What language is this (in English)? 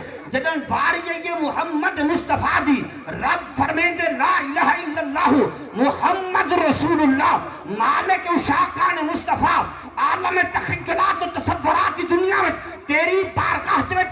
Saraiki